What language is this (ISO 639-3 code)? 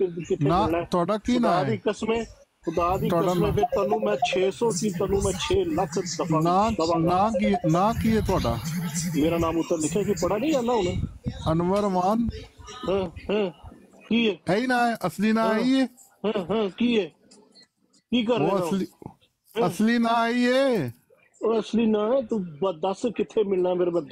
pan